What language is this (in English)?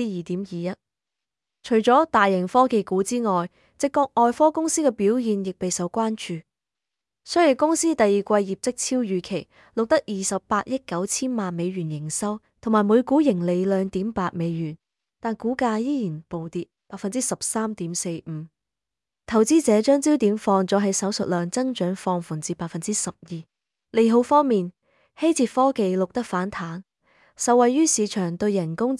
Cantonese